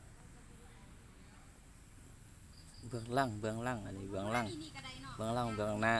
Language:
Lao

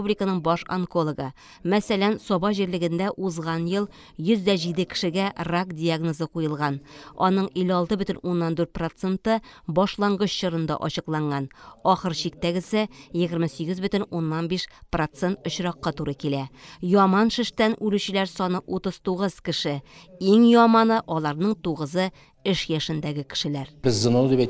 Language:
Tatar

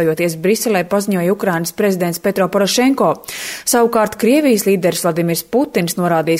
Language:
Latvian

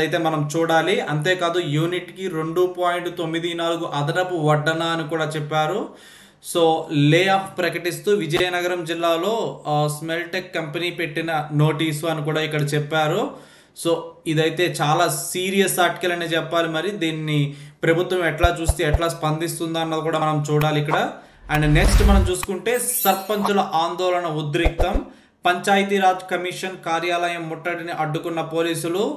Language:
Telugu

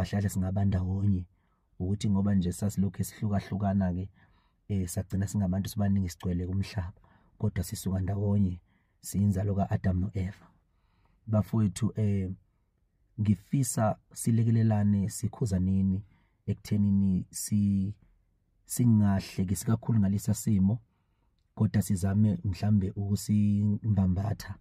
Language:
Zulu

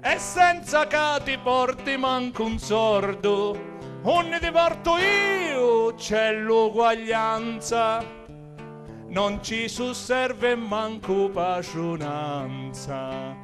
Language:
Sicilian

